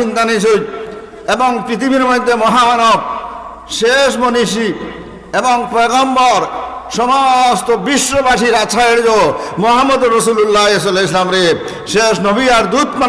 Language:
Sylheti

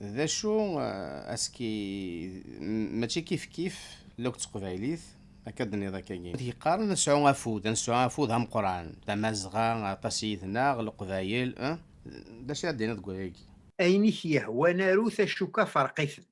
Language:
Kabyle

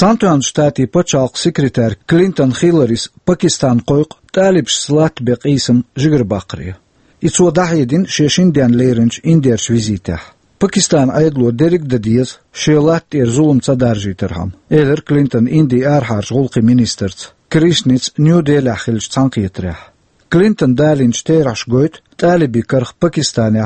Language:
Chechen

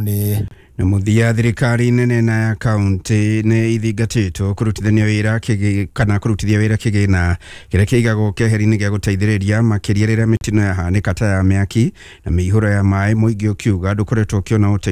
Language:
Kikuyu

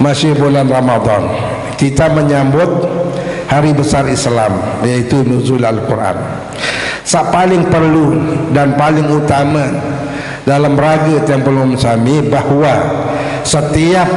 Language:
Sasak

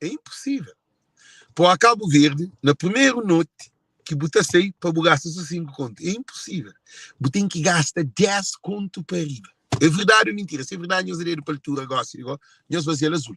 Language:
Kabuverdianu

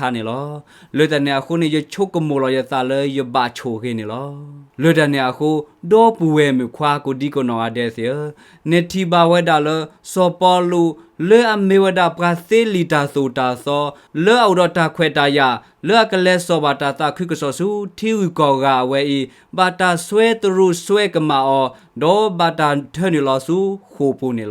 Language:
S'gaw Karen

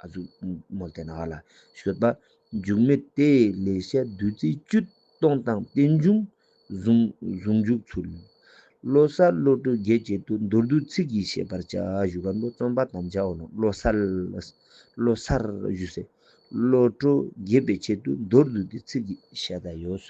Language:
Ladakhi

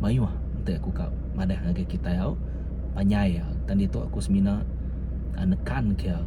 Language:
Iban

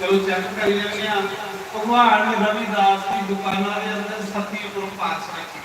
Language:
Dogri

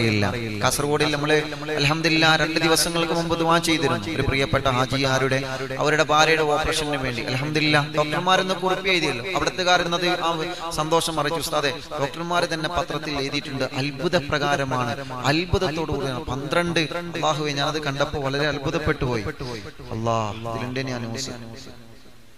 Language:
Malayalam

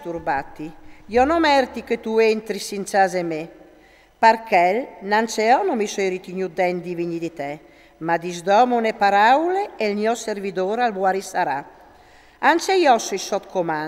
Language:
Friulian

